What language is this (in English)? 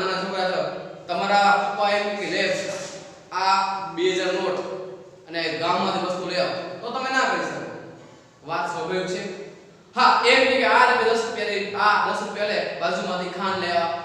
Gujarati